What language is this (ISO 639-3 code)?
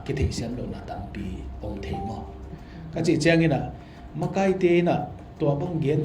ctd